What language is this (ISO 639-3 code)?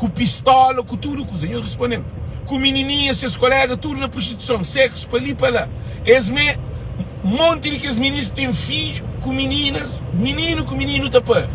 kea